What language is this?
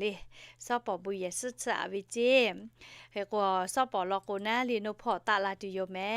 Lahu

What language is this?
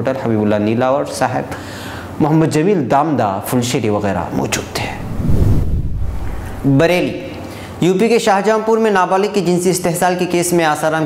Urdu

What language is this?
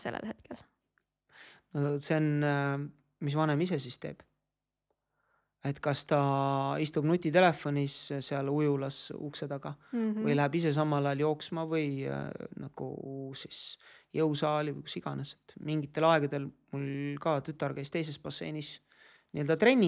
Estonian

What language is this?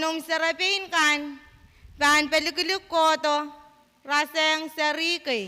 Pohnpeian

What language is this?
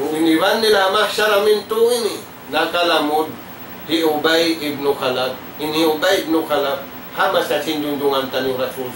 Tausug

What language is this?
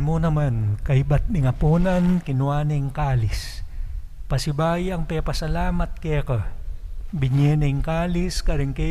Pampanga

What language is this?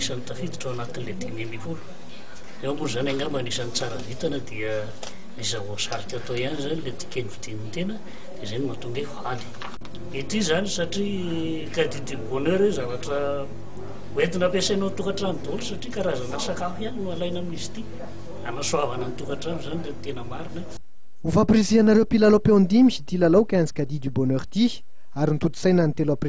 Malagasy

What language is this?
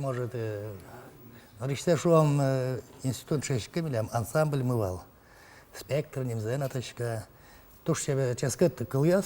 Udmurt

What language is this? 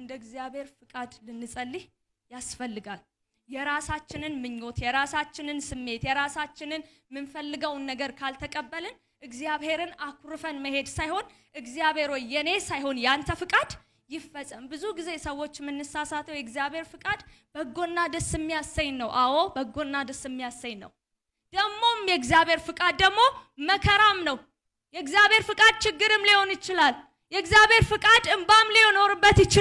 Amharic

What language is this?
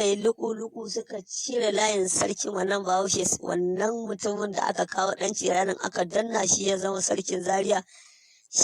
Hausa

